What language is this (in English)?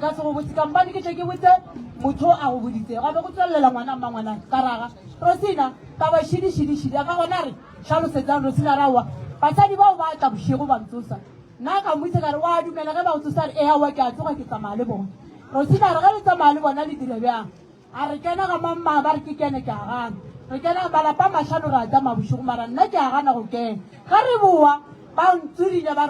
Northern Sotho